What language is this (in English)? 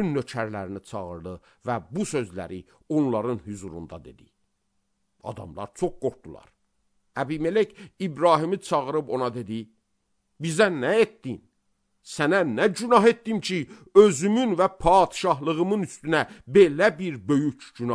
Azerbaijani